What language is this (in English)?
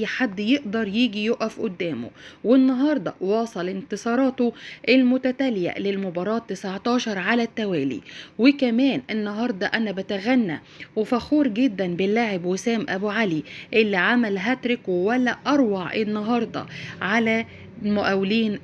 Egyptian Arabic